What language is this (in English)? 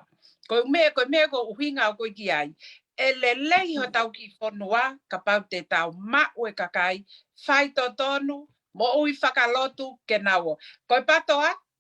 Tongan